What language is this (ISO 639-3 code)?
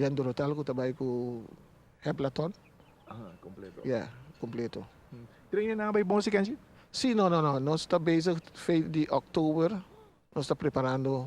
pap